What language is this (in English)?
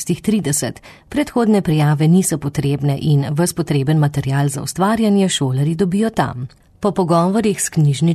Slovenian